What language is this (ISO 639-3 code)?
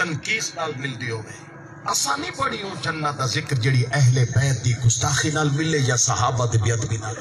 skr